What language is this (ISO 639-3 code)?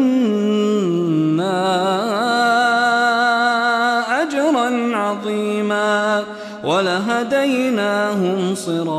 ara